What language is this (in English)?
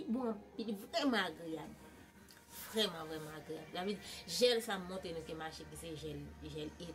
Haitian Creole